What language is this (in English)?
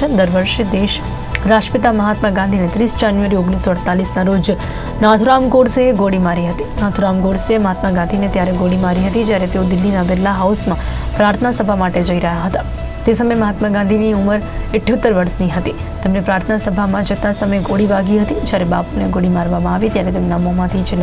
Gujarati